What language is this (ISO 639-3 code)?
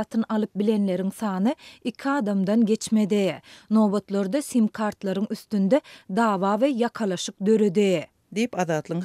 tuk